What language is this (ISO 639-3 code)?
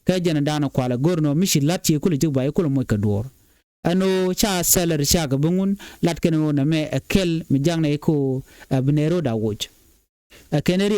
nus